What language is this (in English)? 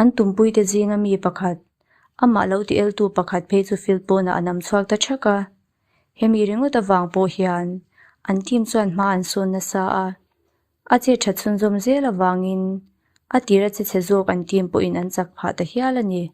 Mizo